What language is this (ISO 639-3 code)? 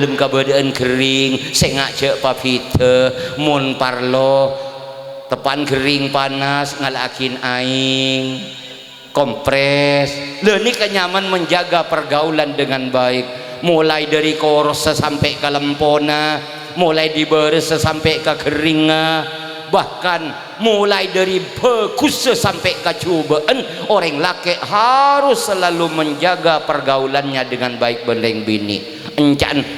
mad